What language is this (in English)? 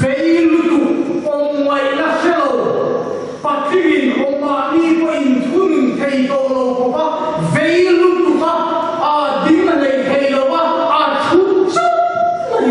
Mizo